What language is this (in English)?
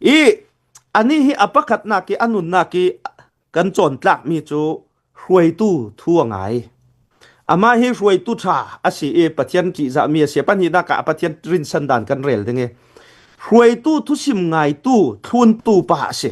Hakha Chin